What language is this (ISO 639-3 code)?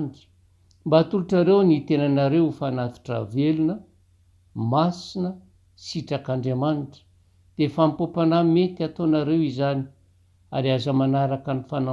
mlg